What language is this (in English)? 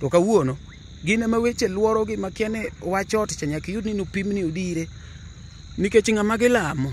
Luo (Kenya and Tanzania)